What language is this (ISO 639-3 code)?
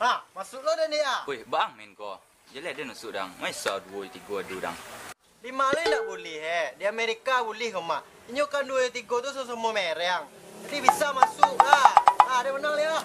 min